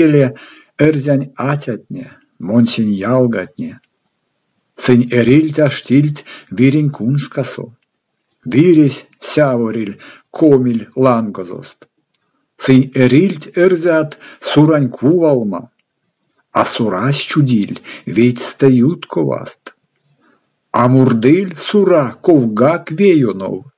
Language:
Erzya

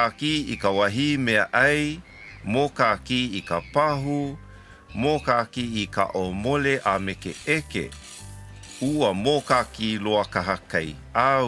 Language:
Hawaiian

